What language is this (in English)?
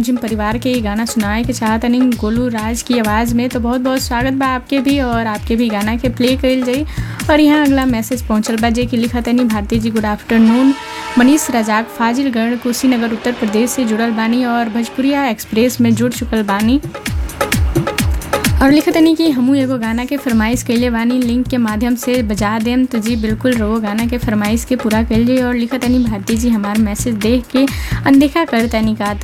Bhojpuri